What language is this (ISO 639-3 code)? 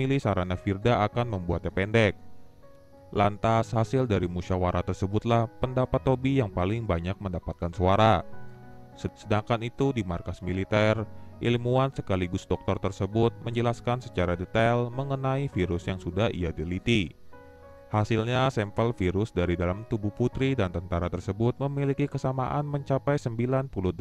ind